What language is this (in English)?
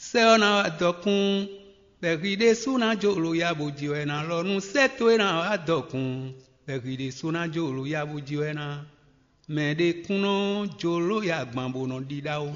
Fon